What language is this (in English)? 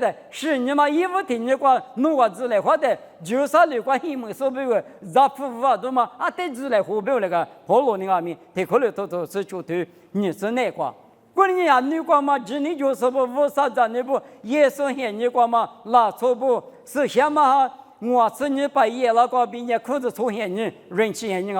Lisu